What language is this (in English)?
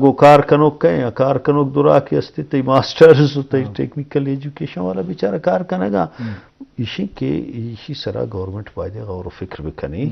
Eastern Balochi